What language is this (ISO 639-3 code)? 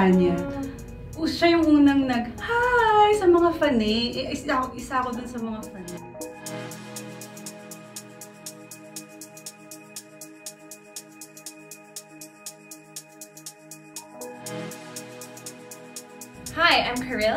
fil